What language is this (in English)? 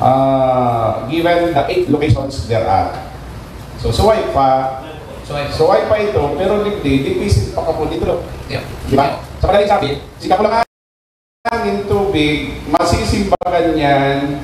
Bikol